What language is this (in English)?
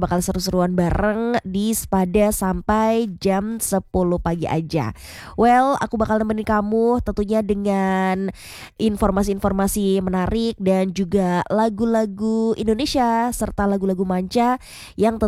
Indonesian